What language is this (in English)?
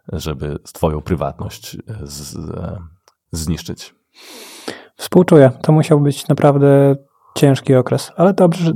Polish